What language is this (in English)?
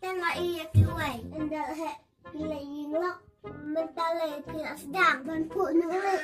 Khasi